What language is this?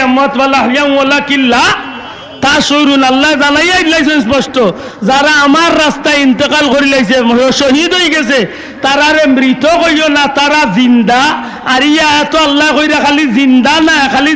Sylheti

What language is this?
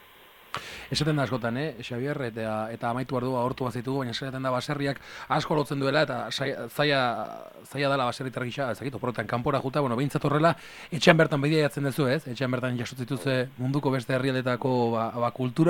Basque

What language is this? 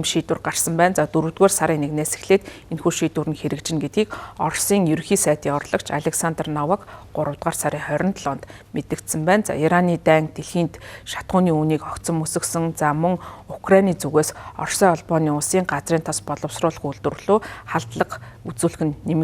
Mongolian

